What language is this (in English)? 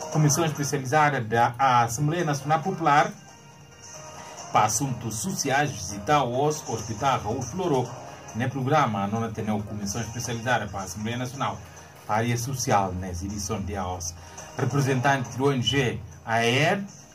Portuguese